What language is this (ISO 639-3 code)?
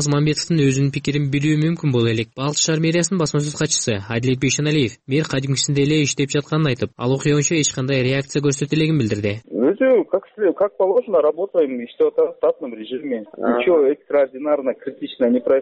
kir